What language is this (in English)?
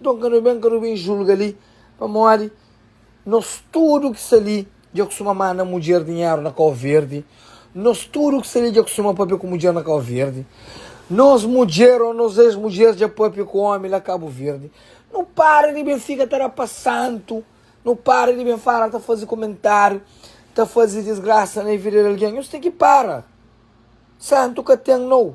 Kabuverdianu